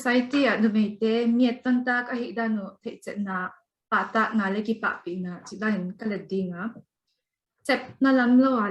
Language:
Paite Chin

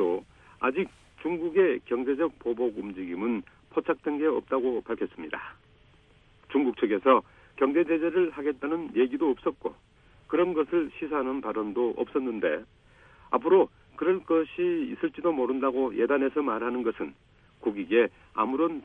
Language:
Korean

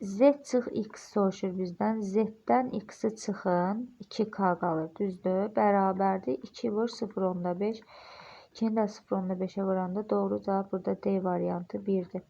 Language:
Azerbaijani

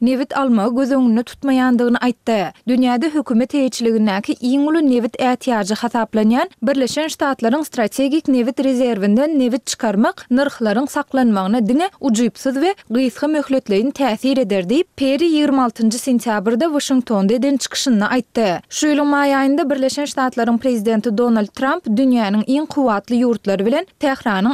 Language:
Turkmen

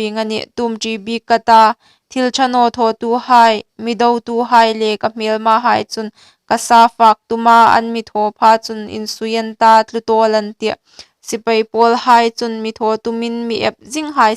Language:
Hmar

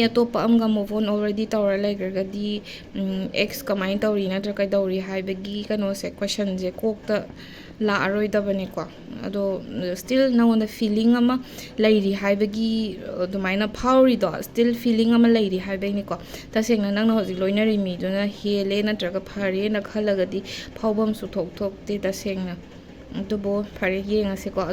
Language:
Manipuri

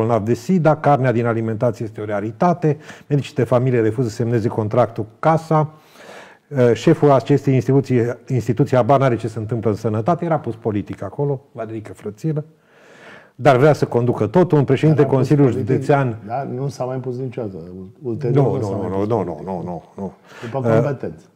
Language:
Romanian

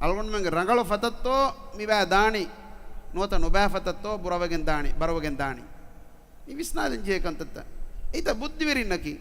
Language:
Divehi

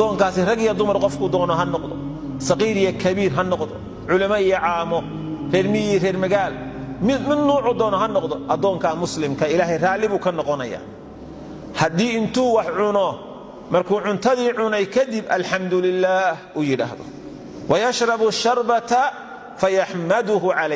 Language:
Somali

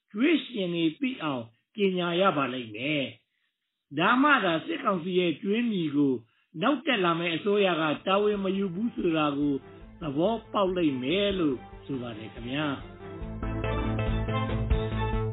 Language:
Burmese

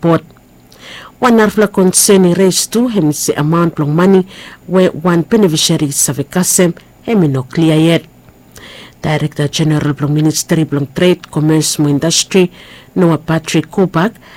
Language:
Bislama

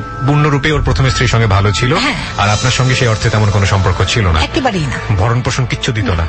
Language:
Bangla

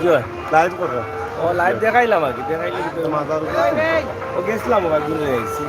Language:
Sylheti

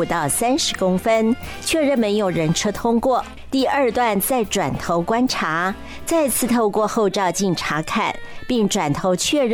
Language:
Chinese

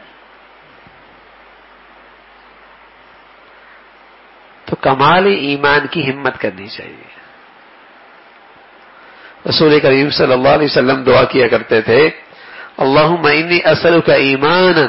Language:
Urdu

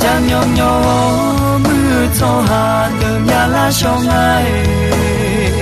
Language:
Akha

